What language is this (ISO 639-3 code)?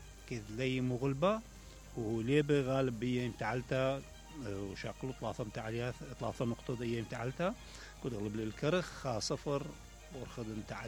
acm